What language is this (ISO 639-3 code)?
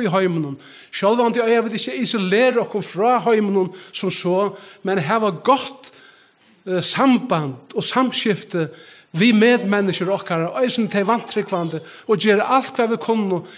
fao